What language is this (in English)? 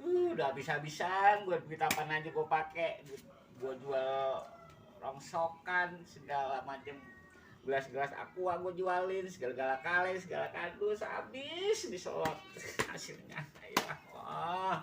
Betawi